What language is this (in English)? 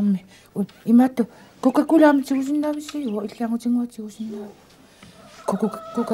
Kalaallisut